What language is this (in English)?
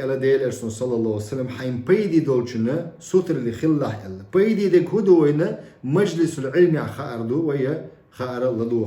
Chechen